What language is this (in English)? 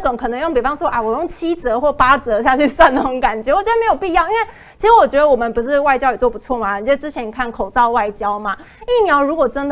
Chinese